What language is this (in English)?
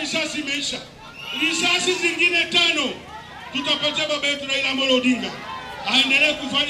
Swahili